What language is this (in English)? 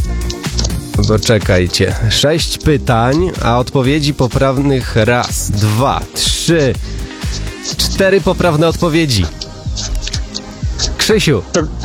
Polish